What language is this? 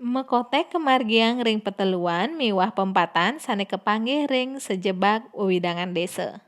Balinese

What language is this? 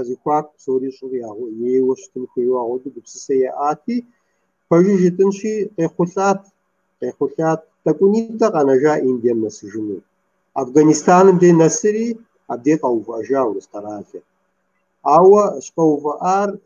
Kabardian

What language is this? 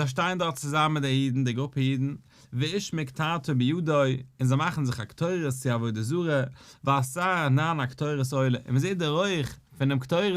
Yiddish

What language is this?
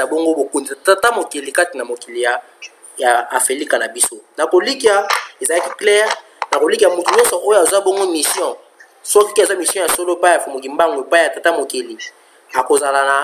Lingala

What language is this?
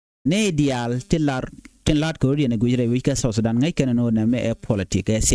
Nuer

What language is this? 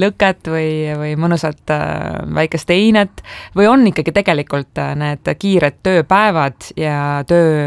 Estonian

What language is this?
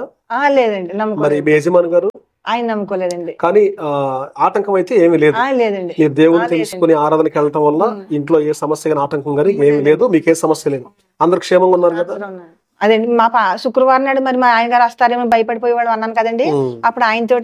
Telugu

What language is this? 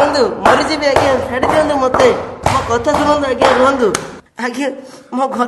Odia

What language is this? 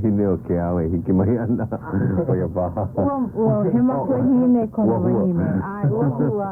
Hawaiian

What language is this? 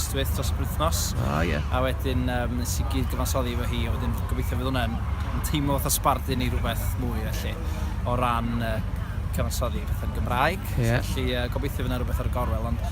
Welsh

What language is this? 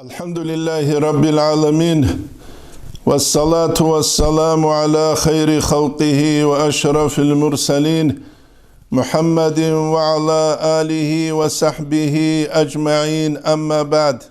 Avaric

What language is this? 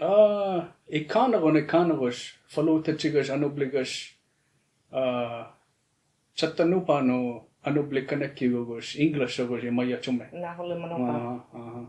Choctaw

